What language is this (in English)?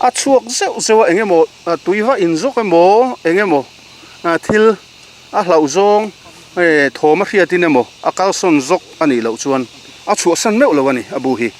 Mizo